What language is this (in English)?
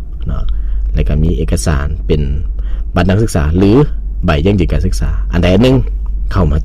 Lao